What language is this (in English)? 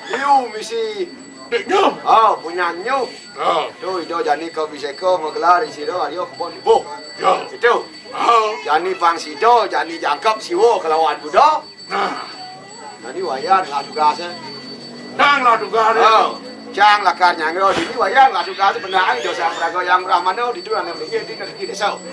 Balinese